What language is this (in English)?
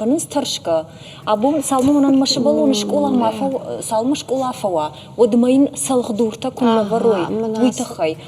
Ossetic